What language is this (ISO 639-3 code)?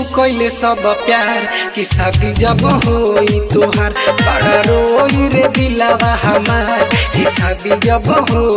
bho